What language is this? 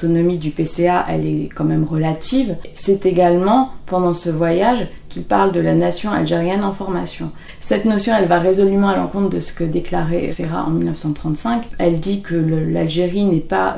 French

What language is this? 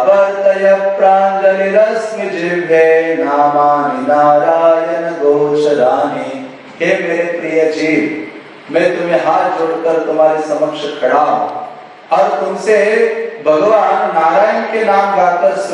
Hindi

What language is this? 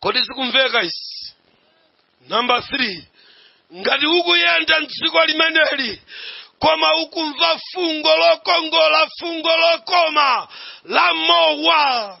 Nyanja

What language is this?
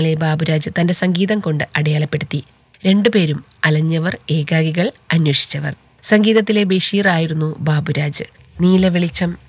Malayalam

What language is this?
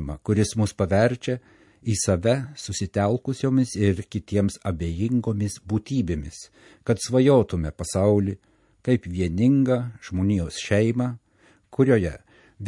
Lithuanian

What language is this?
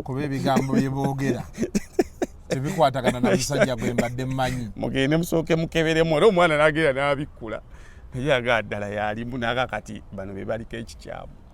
Ganda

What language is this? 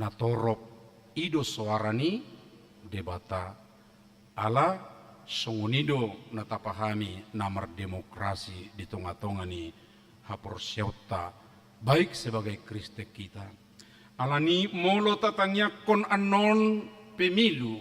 Batak Toba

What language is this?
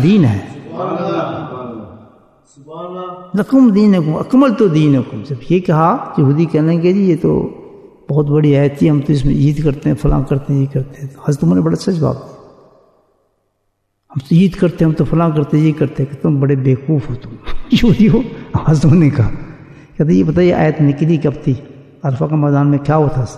Urdu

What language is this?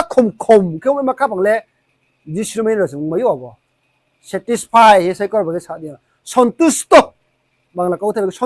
Riang (India)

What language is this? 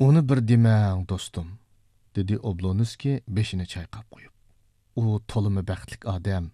Uyghur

